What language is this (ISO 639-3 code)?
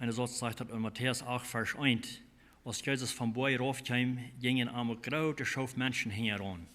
pdt